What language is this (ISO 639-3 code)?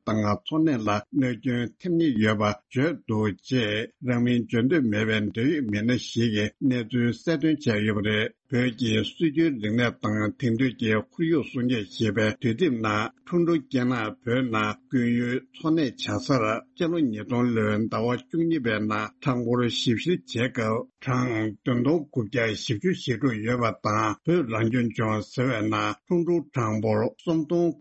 bod